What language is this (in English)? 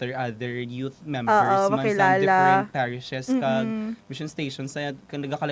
Hiligaynon